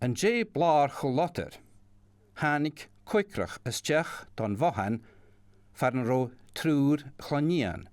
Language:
Scottish Gaelic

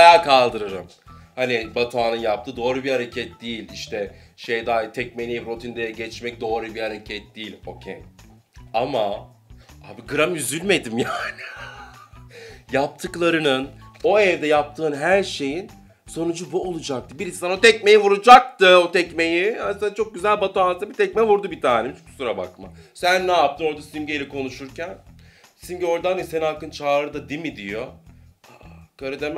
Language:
Turkish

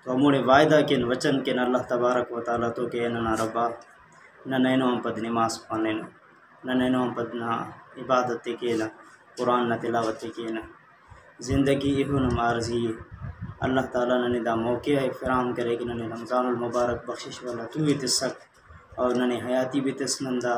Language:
Brahui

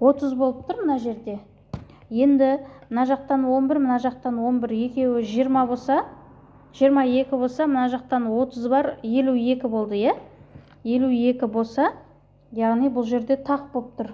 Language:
Kazakh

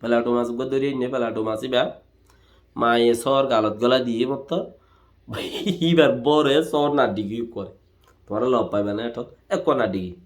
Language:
Rohingya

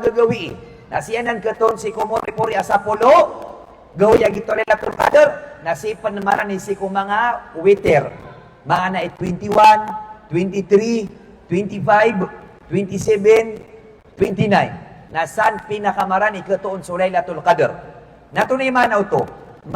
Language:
Maranao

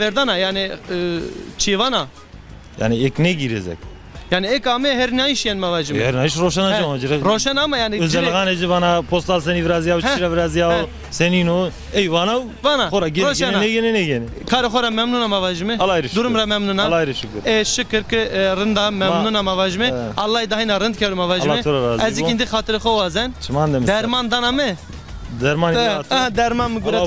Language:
Zaza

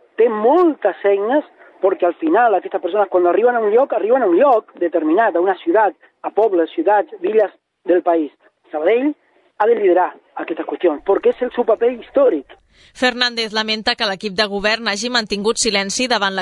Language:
Catalan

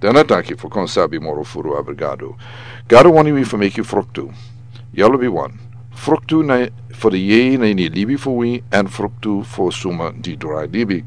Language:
Sranan Tongo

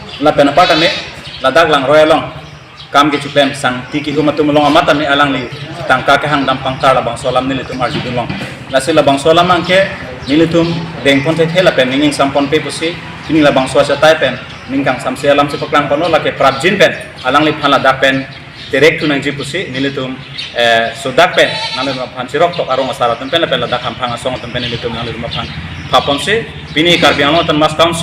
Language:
Karbi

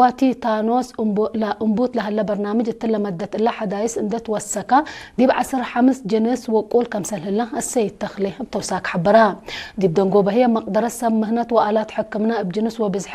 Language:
Tigre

